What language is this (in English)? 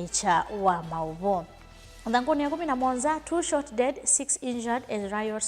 Kamba